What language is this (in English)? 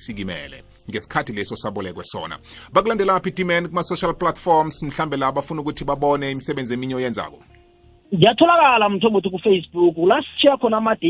South Ndebele